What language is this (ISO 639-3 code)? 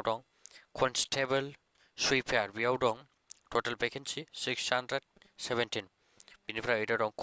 brx